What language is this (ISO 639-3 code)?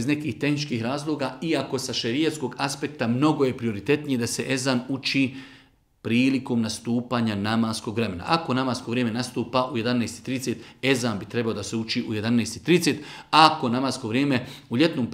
bos